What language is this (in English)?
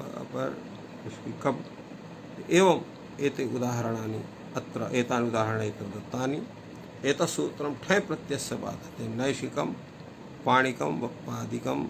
Sanskrit